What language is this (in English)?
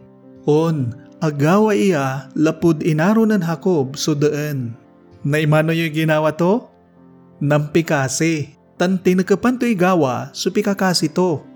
Pangasinan